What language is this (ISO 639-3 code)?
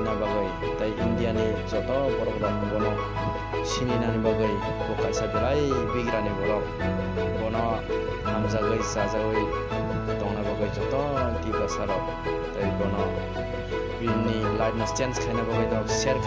trp